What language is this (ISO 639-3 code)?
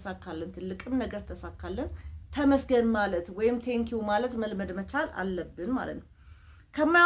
amh